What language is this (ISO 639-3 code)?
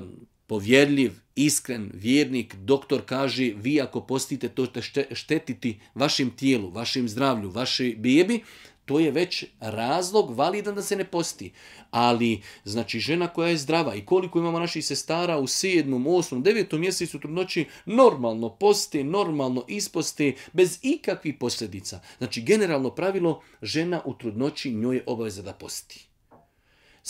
bos